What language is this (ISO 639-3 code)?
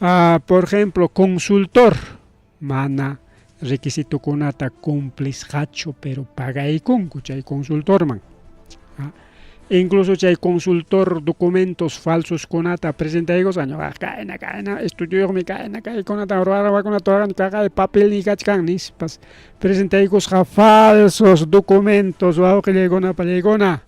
quy